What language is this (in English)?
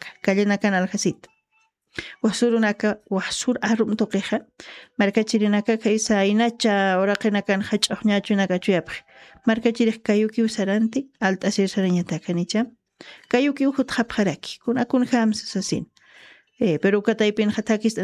Aymara